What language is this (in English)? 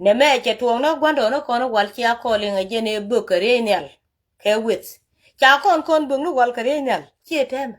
Nuer